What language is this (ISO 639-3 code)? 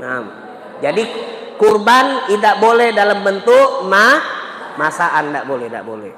mui